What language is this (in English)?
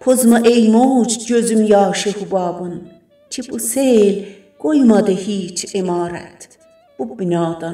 South Azerbaijani